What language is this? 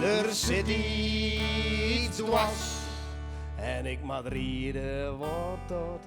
Western Frisian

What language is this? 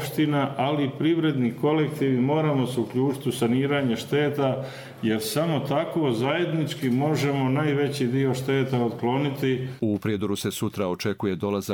Croatian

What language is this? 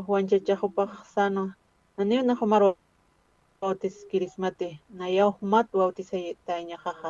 Aymara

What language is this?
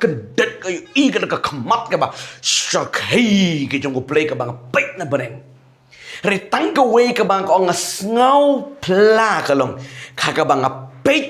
Khasi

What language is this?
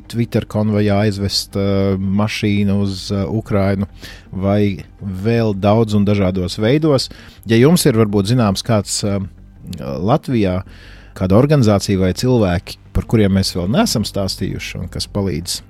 Latvian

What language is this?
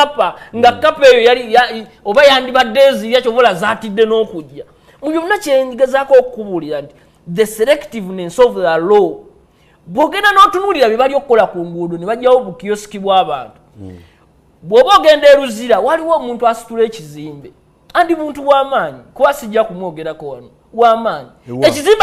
Ganda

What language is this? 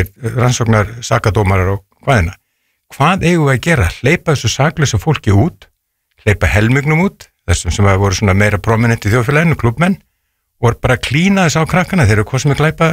Icelandic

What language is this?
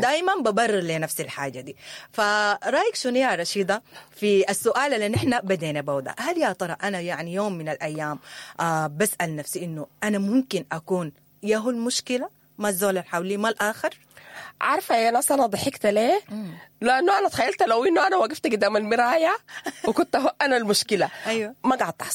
Sudanese Arabic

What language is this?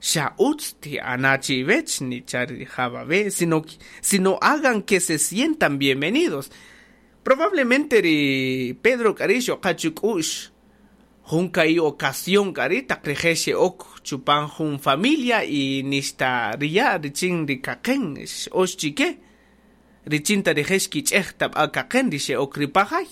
Kaqchikel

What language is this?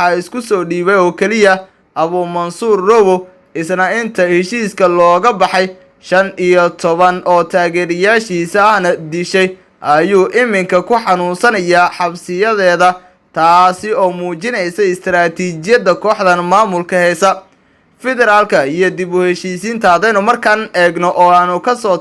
Somali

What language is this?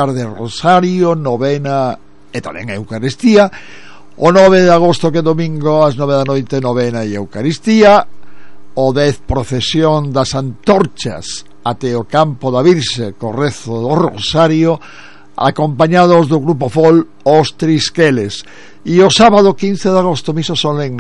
Galician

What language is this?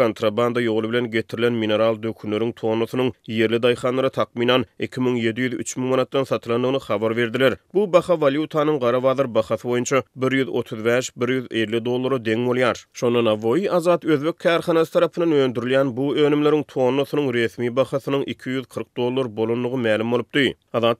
Turkmen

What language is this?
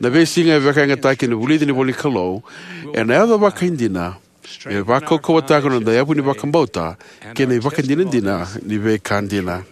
Fijian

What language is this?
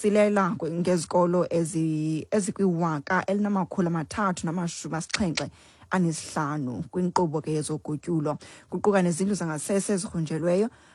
Xhosa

